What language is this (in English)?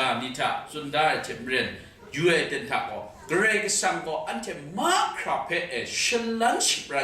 Kachin